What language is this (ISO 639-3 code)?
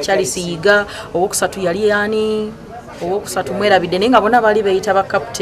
lug